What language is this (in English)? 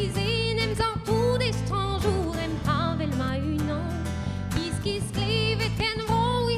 Breton